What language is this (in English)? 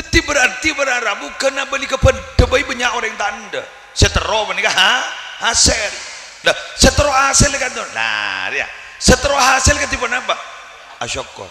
Madurese